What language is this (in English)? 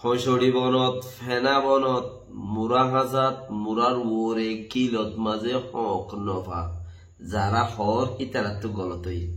Rohingya